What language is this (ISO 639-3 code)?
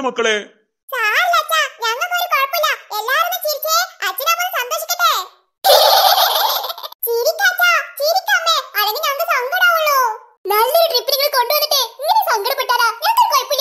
mal